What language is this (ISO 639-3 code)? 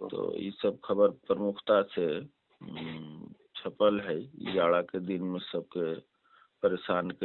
mag